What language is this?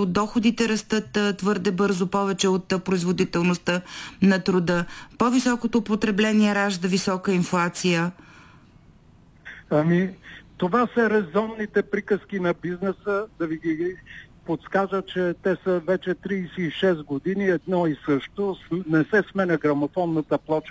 Bulgarian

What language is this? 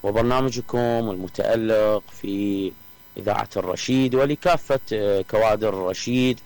Mesopotamian Arabic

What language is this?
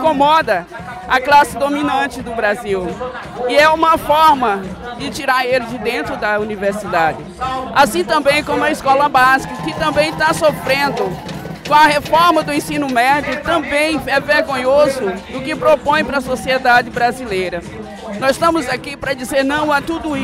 Portuguese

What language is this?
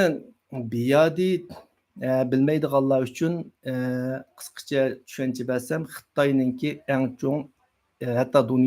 Uyghur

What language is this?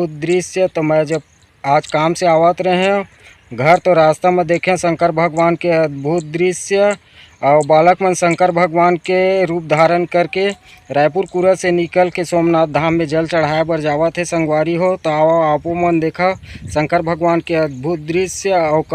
Chhattisgarhi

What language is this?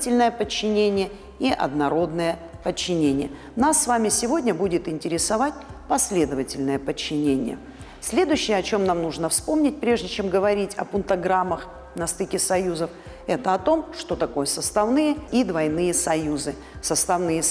Russian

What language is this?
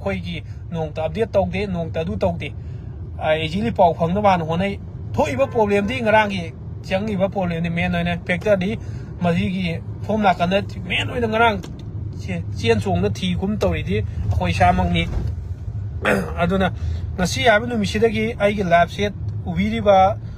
Manipuri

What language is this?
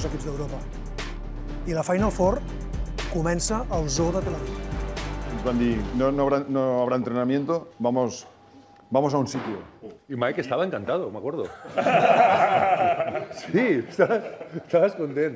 Catalan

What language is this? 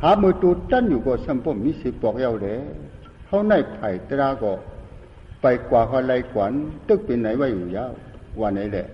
Shan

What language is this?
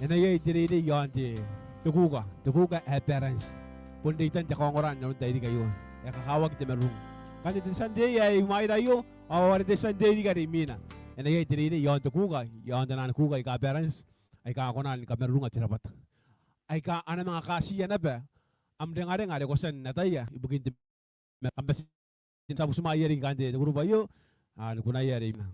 Gilbertese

